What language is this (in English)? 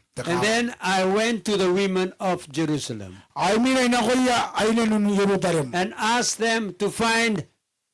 Gilbertese